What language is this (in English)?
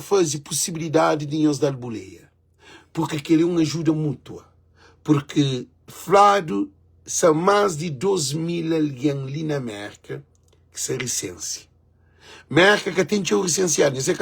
Kabuverdianu